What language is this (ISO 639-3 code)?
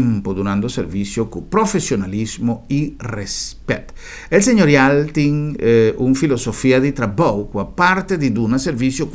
pap